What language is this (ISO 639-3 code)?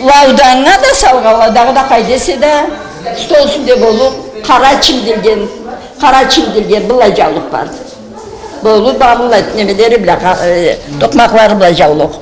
krc